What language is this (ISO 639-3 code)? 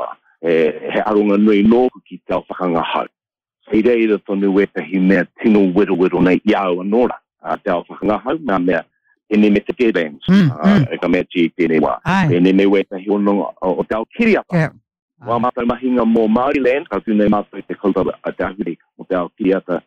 mri